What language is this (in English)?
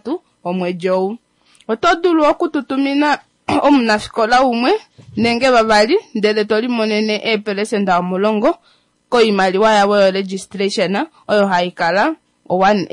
Kuanyama